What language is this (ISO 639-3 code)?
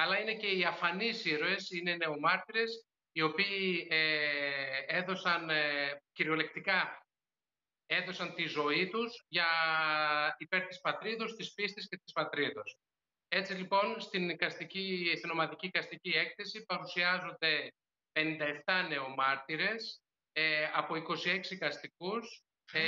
ell